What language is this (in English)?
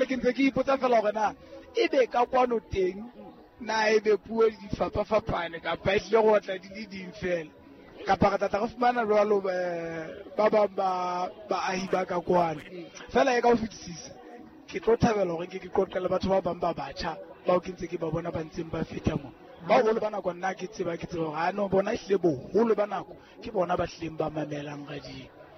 Southern Sotho